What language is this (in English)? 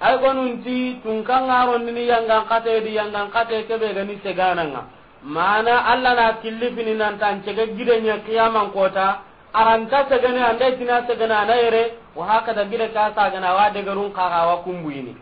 Soninke